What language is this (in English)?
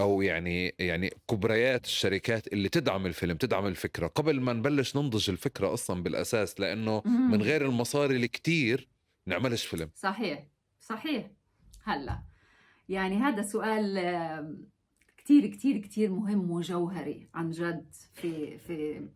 North Levantine Arabic